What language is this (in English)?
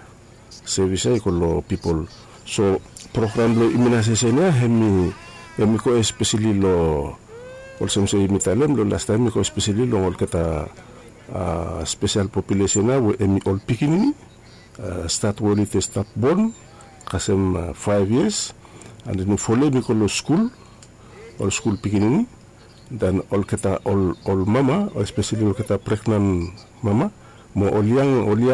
Bislama